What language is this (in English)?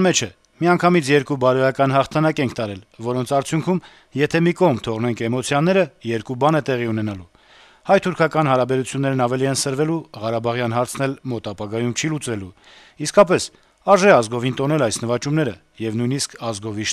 Armenian